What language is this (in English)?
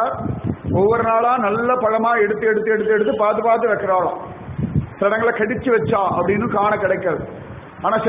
Tamil